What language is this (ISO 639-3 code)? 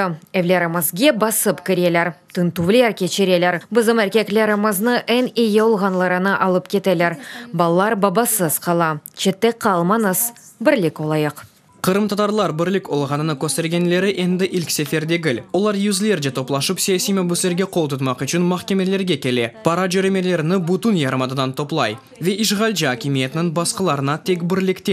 crh